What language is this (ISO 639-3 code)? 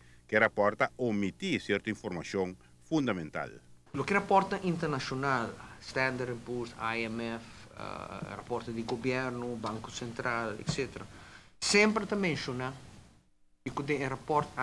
pap